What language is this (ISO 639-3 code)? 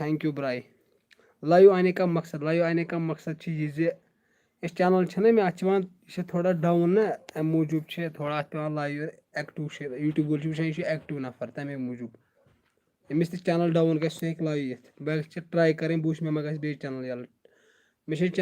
kas